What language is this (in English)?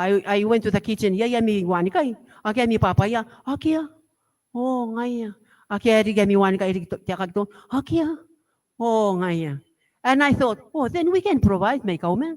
Gilbertese